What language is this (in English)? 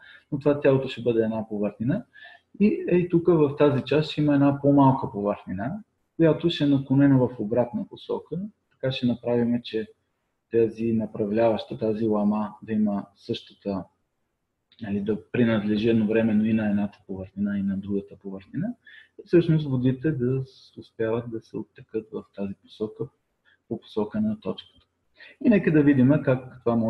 Bulgarian